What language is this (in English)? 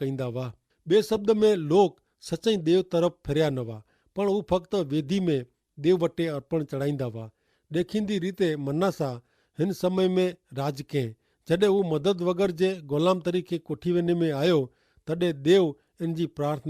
Kachhi